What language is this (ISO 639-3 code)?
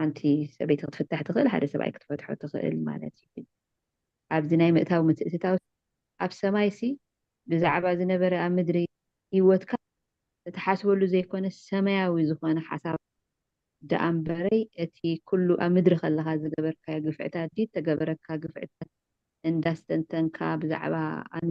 tir